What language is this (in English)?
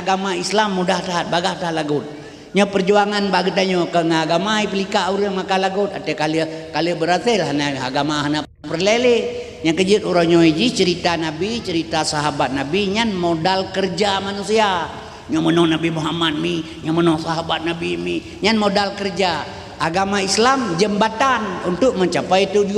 Achinese